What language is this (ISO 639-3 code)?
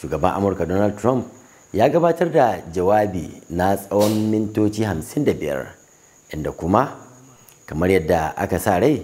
hau